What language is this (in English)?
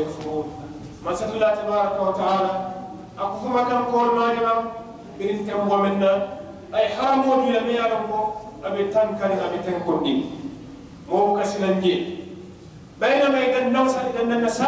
Mandingo